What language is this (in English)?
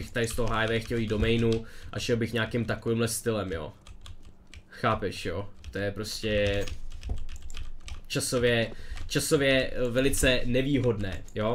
Czech